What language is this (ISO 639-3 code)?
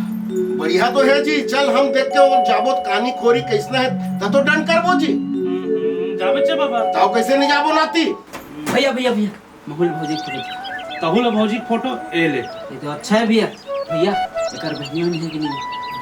hne